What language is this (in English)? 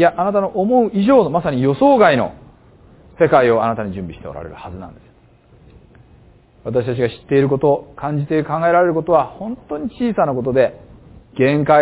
Japanese